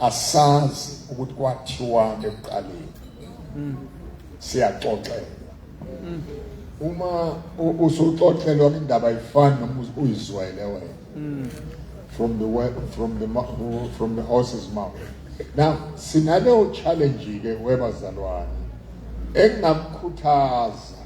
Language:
Zulu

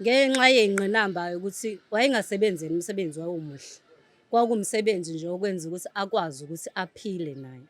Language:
Zulu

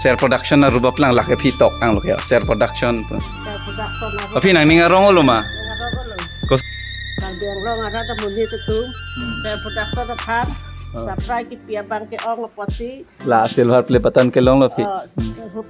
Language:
Karbi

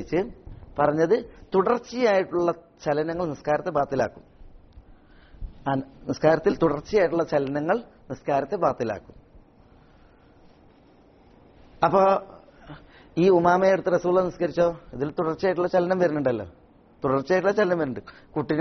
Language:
Malayalam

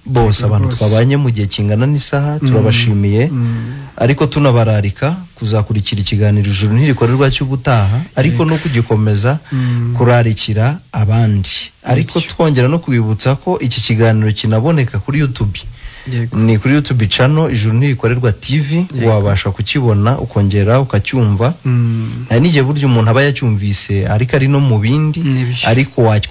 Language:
Kinyarwanda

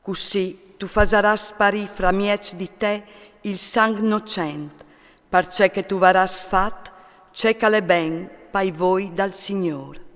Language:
Friulian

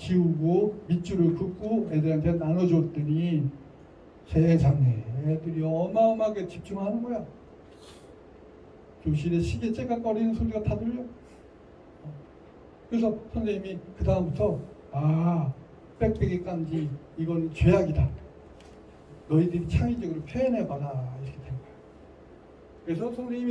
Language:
Korean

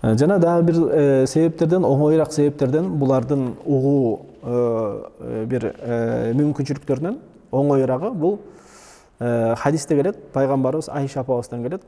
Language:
Kyrgyz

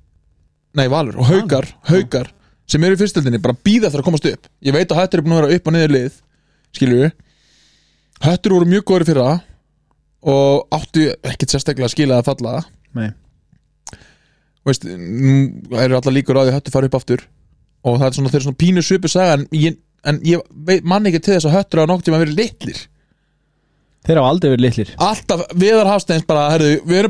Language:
Icelandic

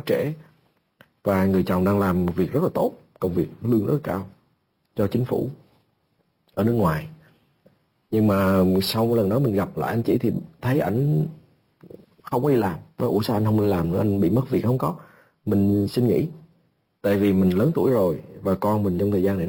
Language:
Vietnamese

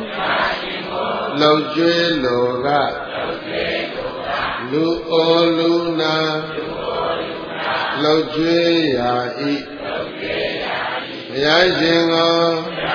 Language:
Burmese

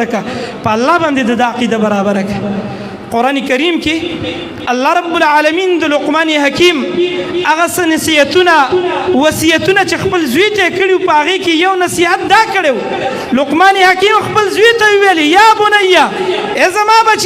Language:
Pashto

